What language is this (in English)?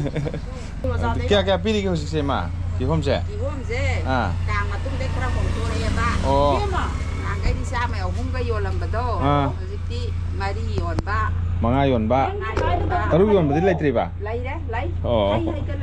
Manipuri